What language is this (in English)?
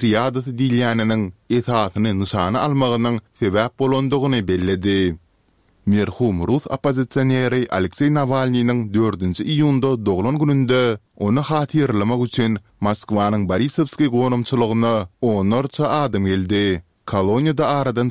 Turkmen